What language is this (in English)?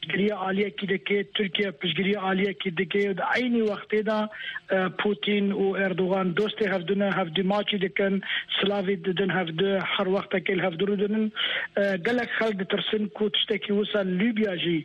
Kurdish